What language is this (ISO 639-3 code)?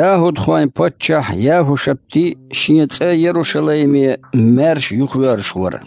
che